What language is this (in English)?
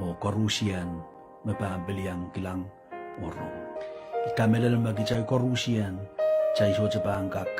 Pohnpeian